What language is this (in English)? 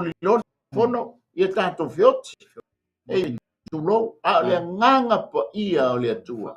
Samoan